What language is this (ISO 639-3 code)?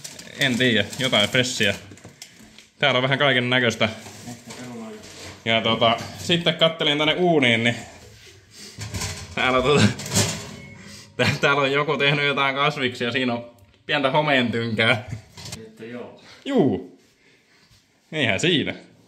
fin